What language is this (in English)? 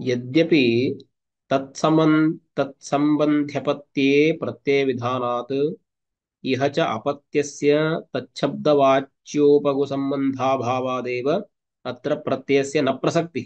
Sanskrit